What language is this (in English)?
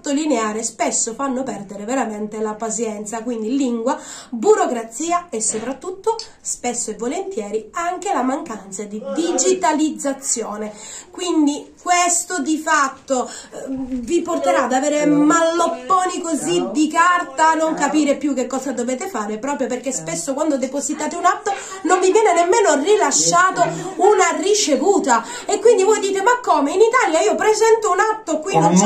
Italian